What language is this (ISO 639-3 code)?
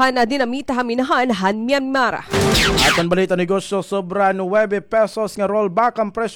war